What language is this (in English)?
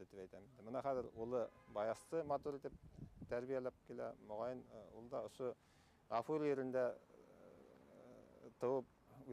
Bashkir